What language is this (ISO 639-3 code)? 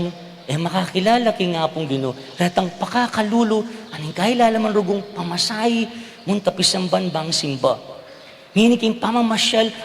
pam